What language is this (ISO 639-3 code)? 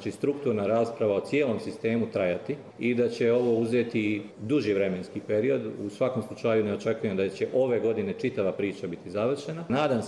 hrv